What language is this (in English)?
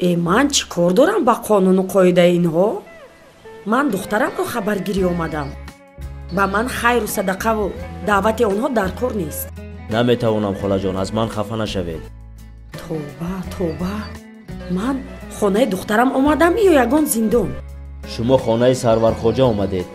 Tajik